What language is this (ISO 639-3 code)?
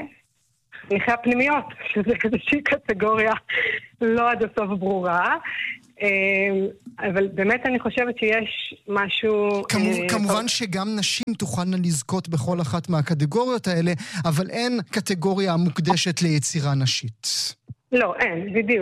heb